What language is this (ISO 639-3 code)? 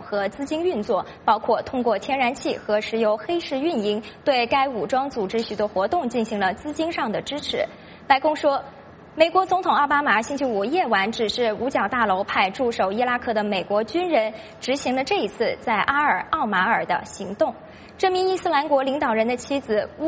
zho